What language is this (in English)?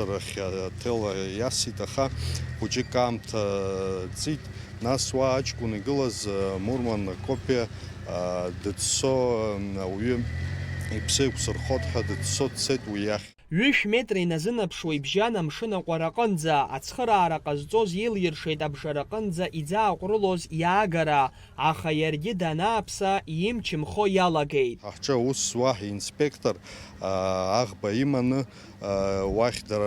Abkhazian